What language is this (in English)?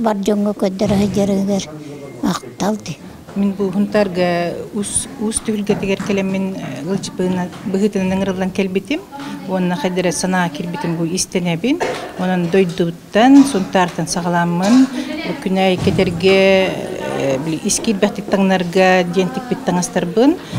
Yakut